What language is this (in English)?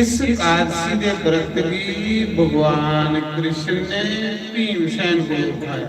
Dogri